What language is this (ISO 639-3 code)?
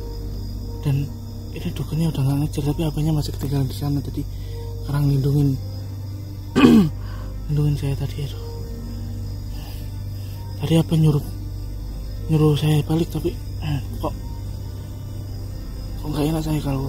ind